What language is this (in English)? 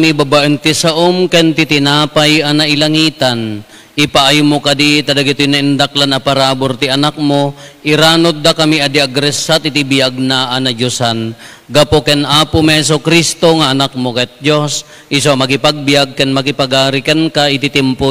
Iloko